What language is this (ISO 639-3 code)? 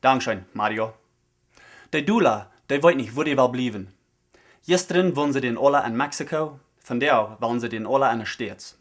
pdt